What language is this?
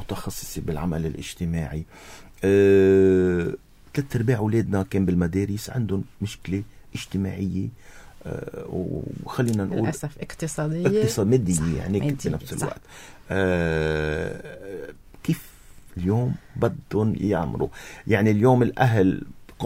North Levantine Arabic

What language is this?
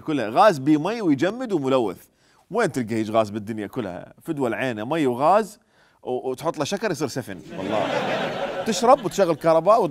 Mesopotamian Arabic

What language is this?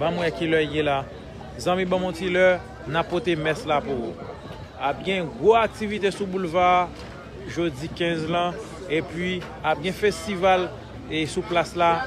Haitian Creole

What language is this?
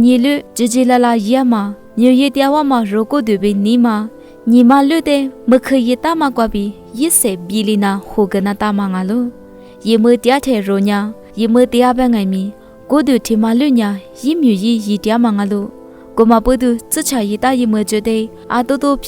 Lisu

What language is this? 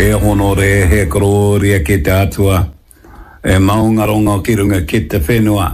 Māori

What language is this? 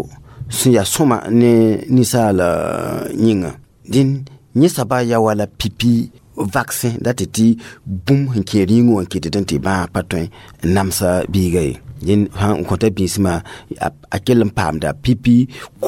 Mossi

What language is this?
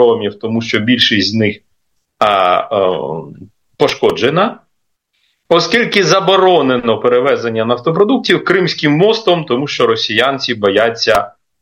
Ukrainian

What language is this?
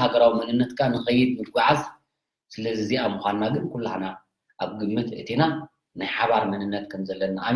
Tigrinya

